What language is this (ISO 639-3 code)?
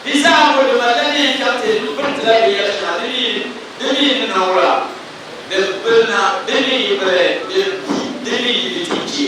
dag